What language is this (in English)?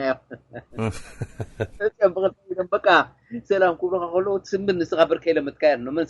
Tigrinya